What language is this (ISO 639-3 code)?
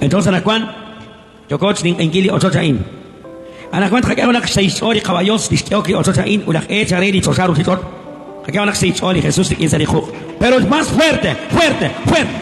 kek